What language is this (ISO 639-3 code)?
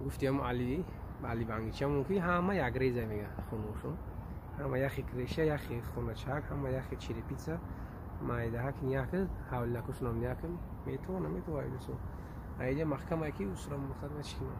tgk